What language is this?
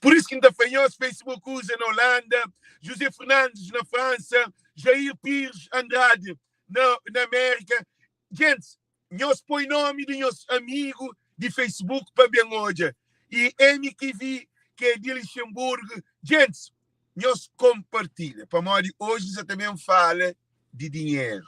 Kabuverdianu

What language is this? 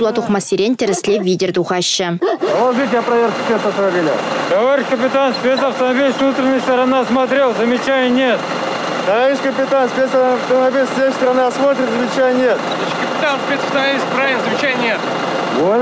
Chuvash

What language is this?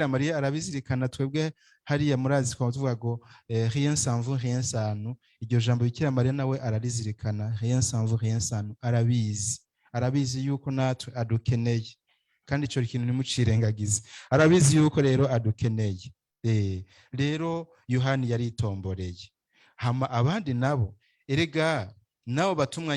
Rundi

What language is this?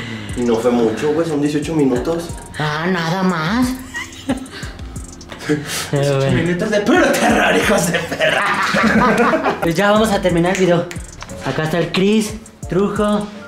Spanish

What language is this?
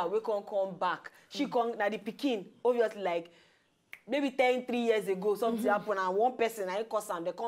Nigerian Pidgin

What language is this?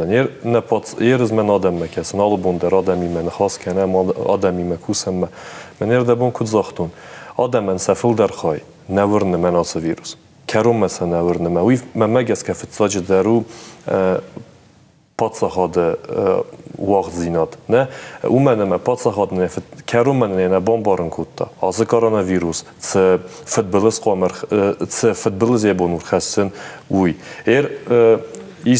Ossetic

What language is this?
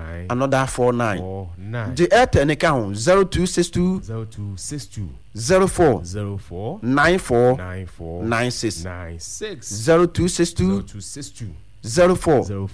Akan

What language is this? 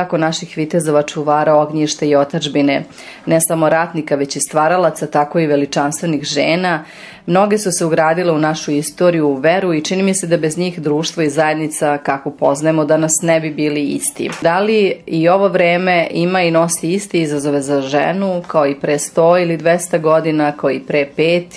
Serbian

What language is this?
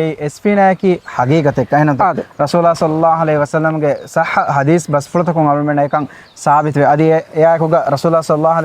Divehi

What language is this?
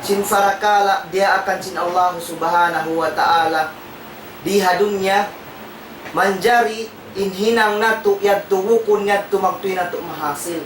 Tausug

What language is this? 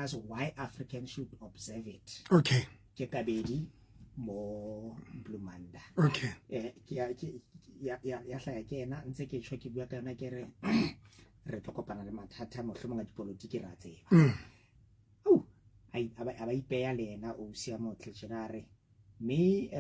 Southern Sotho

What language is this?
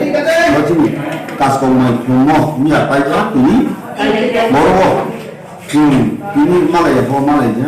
Riang (India)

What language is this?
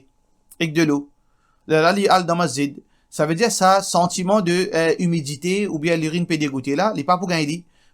Morisyen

